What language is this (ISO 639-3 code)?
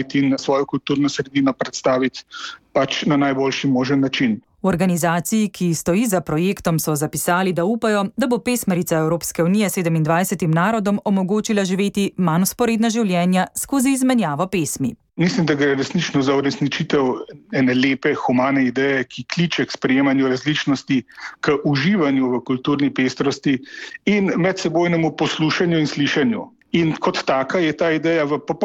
slv